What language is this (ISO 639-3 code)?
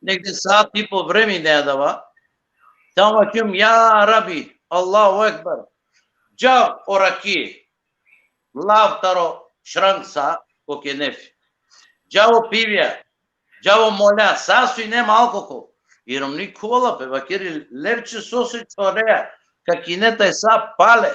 rmn